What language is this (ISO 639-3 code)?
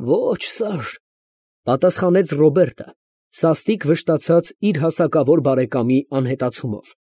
hye